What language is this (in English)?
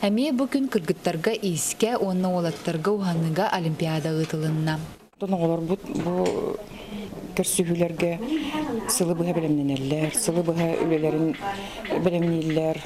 Yakut